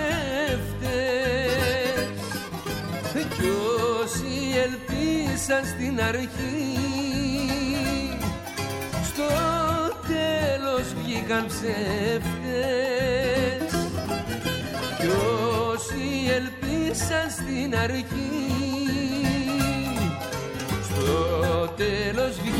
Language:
Greek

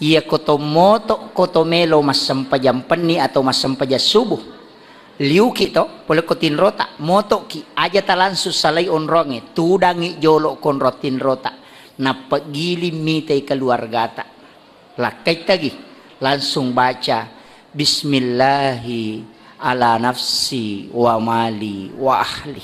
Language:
Buginese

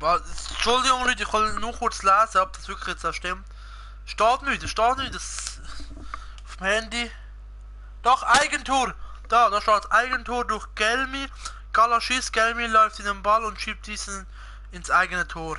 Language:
Swiss German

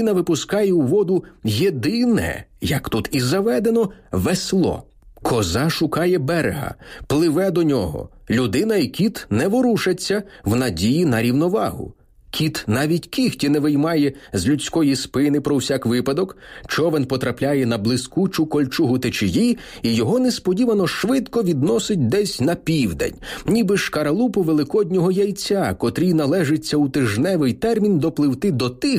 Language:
Ukrainian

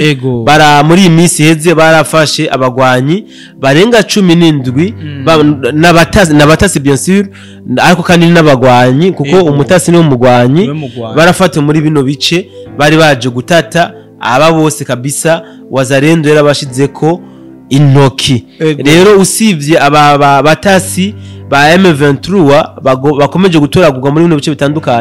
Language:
Rundi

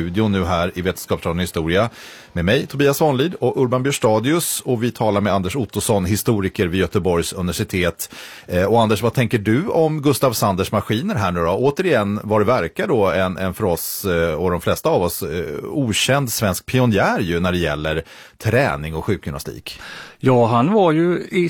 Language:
Swedish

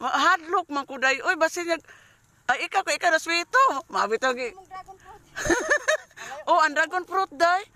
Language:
Cebuano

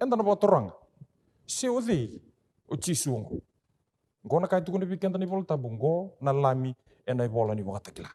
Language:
Fijian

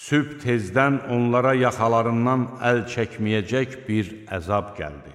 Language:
Azerbaijani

